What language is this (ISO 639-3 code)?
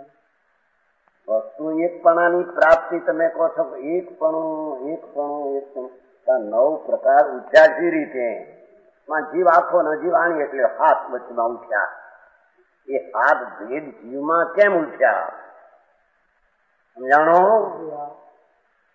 guj